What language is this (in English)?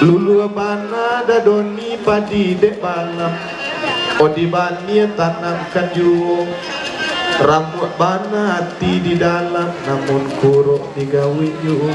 Minangkabau